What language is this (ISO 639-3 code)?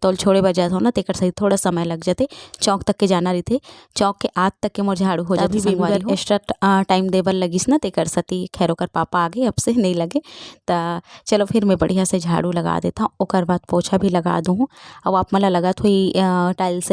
hne